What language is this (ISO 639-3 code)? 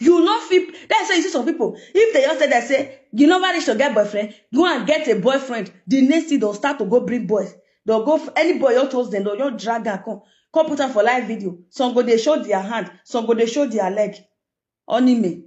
pcm